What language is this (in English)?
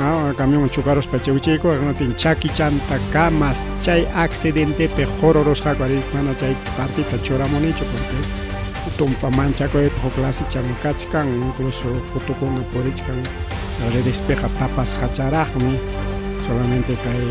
Ayacucho Quechua